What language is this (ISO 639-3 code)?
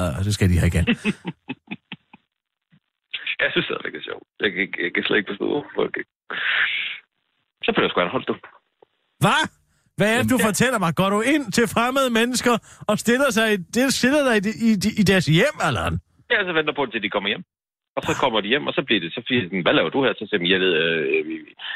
dan